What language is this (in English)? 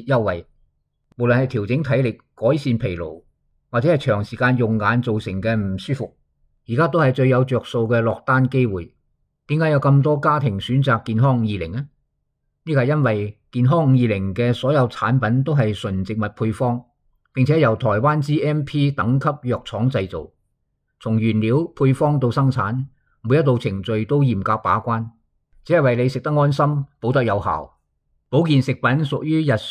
Cantonese